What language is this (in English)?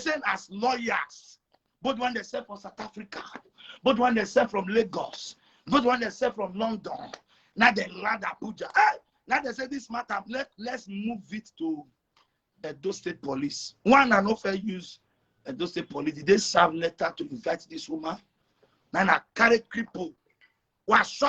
Nigerian Pidgin